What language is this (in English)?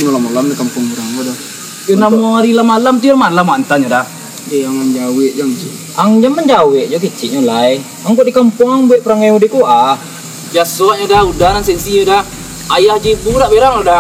Minangkabau